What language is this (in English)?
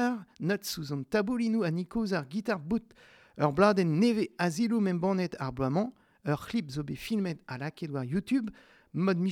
Breton